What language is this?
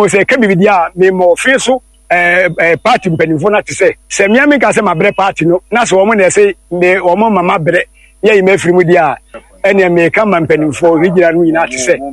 Akan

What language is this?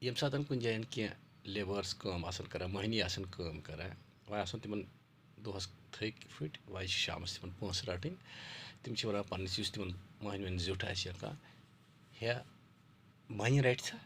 Kashmiri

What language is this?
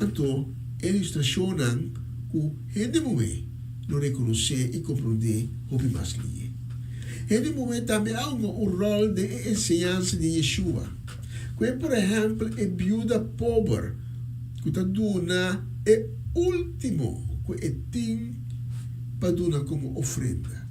Papiamento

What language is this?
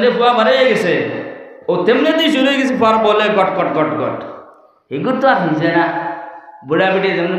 Sylheti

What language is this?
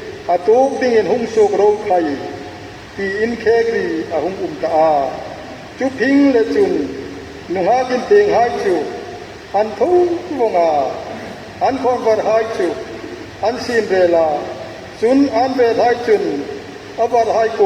Hmar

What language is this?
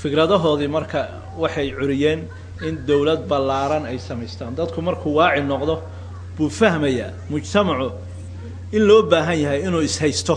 Somali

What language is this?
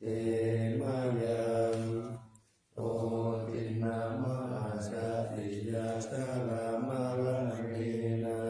Pali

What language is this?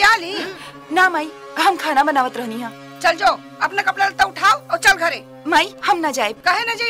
Bhojpuri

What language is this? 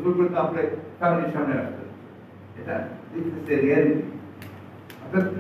Bangla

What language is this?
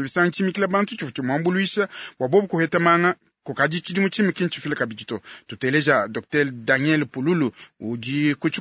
Luba-Lulua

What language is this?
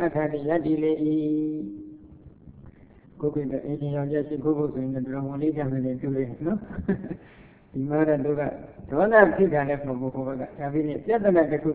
Burmese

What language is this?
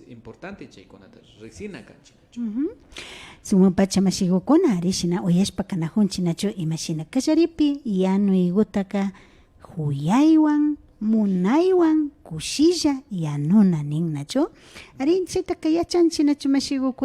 Imbabura Highland Quichua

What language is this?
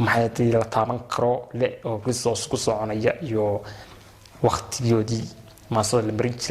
Somali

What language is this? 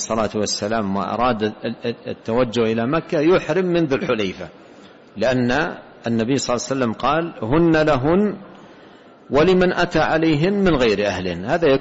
Arabic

